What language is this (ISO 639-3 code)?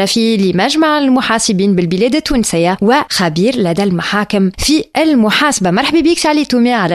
aeb